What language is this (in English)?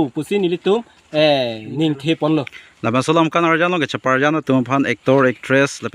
Karbi